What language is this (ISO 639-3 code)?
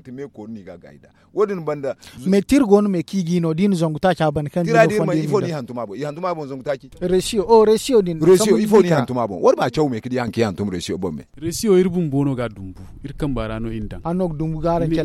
dje